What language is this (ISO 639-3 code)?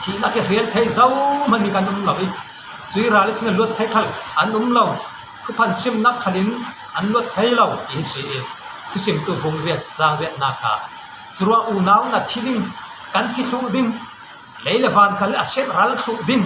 cfm